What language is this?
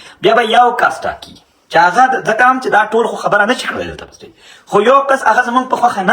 Pashto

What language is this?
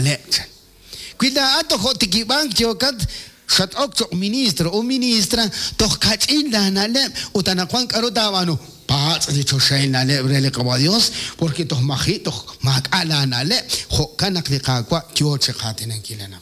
Kekchí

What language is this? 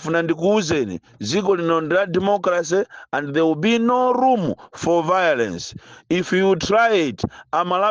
Nyanja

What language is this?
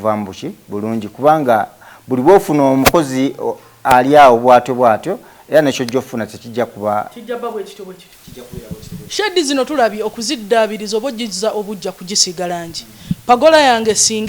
Ganda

